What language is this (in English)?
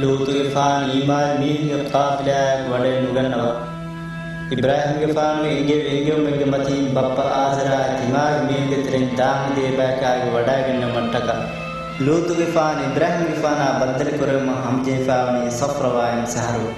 Divehi